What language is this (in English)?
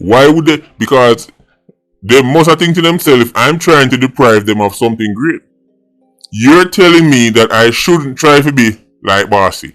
Jamaican Creole English